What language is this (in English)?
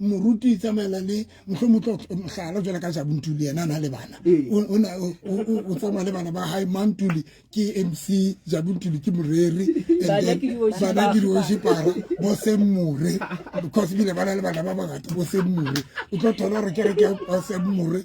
Southern Sotho